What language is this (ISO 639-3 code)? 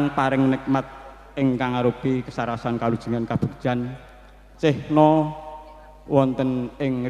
jav